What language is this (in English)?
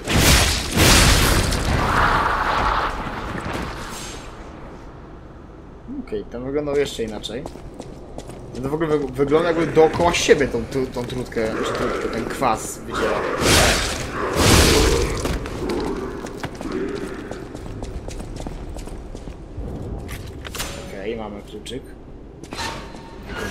Polish